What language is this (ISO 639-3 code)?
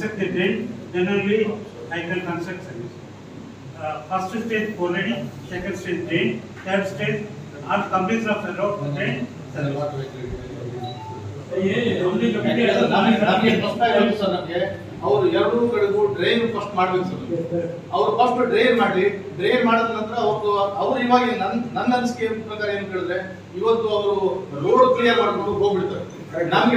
kan